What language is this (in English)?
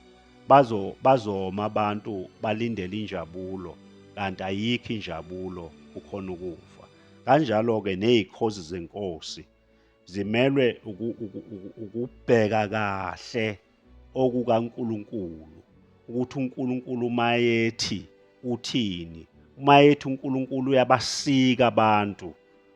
Zulu